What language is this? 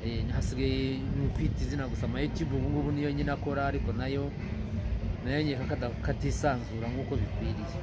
Kinyarwanda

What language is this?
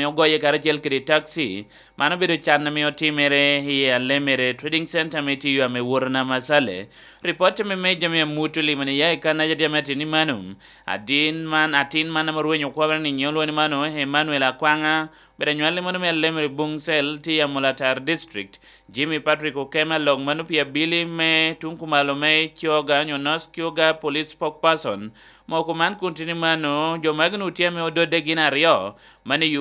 Lango (Uganda)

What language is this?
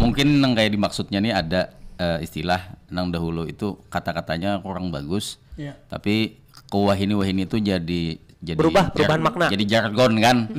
Banjar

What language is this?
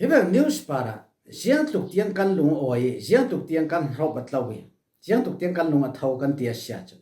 Falam Chin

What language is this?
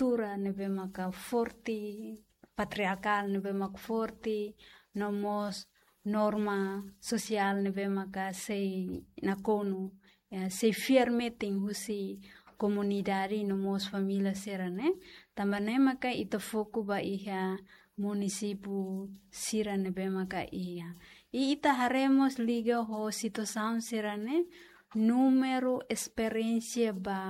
Tetum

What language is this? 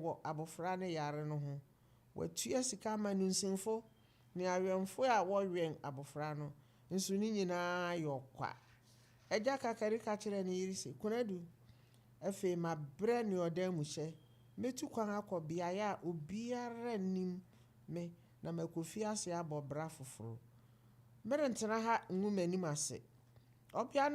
Akan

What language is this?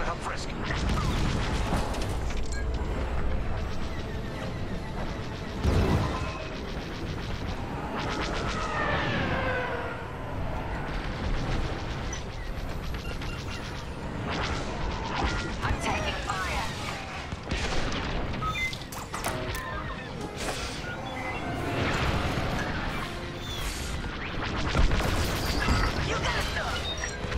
English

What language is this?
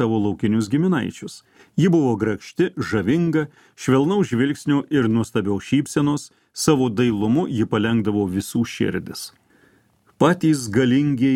Lithuanian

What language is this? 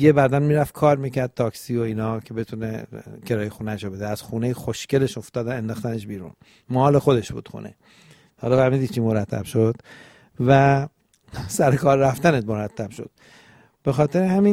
Persian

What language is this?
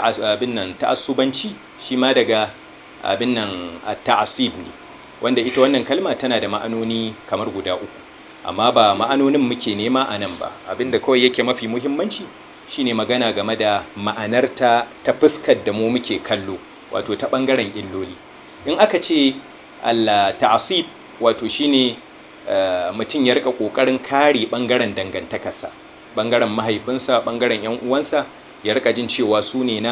Hausa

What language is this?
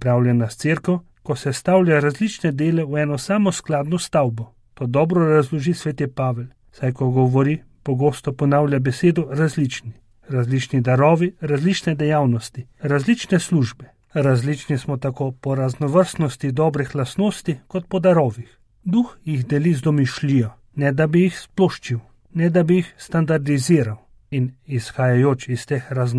Slovenian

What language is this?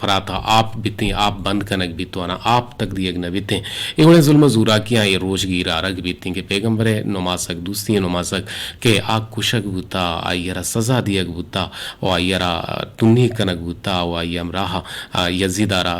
Eastern Balochi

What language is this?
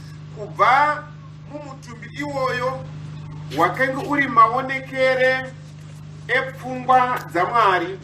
Shona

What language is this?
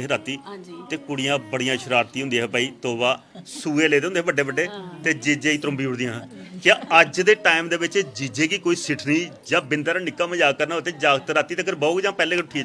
Dogri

